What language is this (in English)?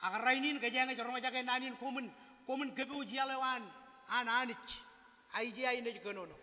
Marshallese